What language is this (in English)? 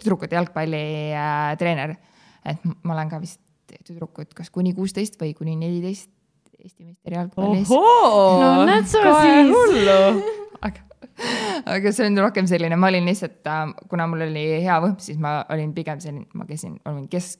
Estonian